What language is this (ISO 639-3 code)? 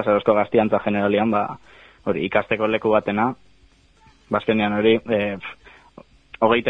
eus